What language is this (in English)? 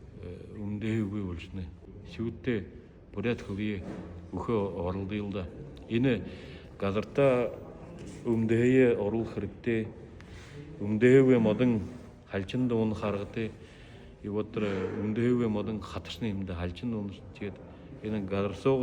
Buriat